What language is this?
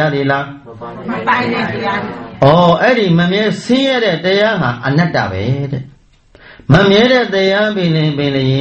Burmese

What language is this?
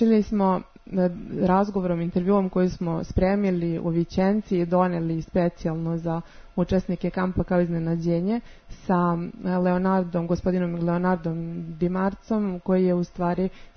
Serbian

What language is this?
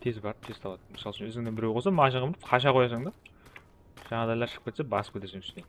Kara-Kalpak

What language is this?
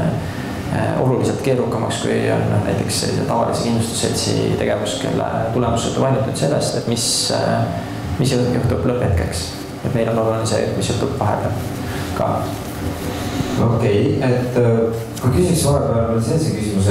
Estonian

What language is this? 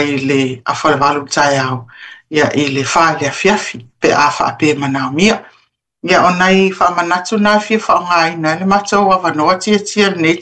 Samoan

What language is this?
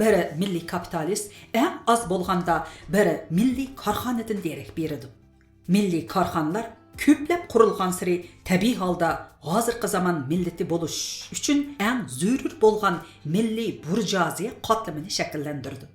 Uyghur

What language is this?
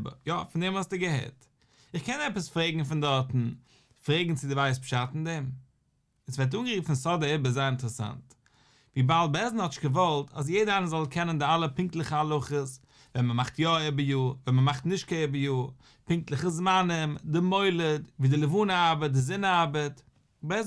Yiddish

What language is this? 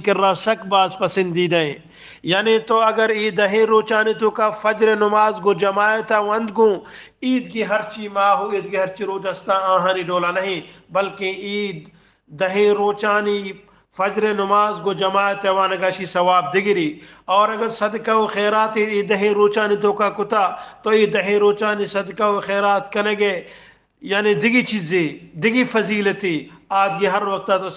Eastern Balochi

